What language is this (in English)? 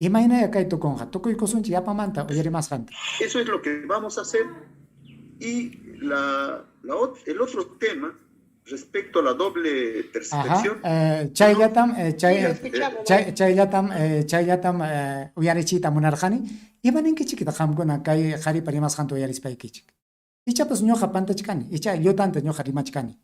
Ayacucho Quechua